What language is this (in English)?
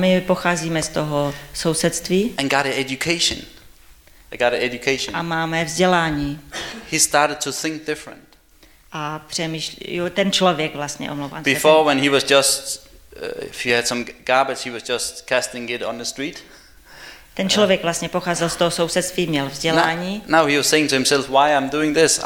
Czech